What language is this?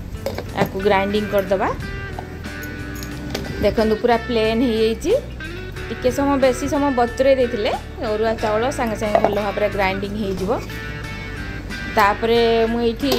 Odia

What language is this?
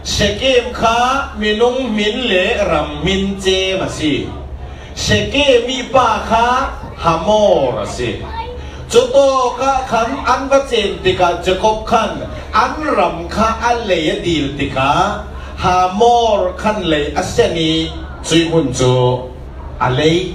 Falam Chin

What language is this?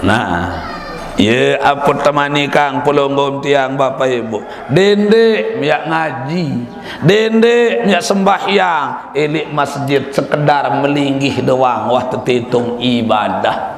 Sasak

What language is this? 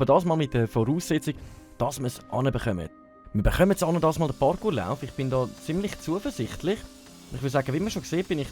Swiss German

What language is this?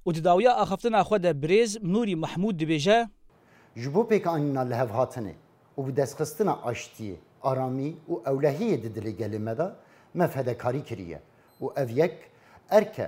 Kurdish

